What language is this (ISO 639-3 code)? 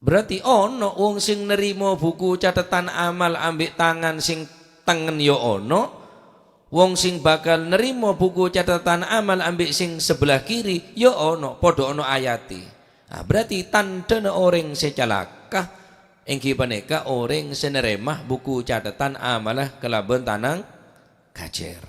mad